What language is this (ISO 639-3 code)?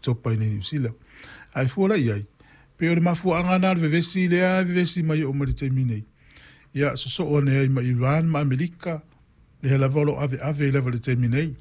smo